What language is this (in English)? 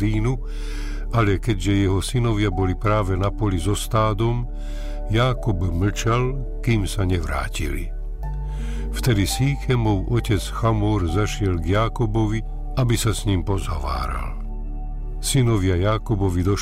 Slovak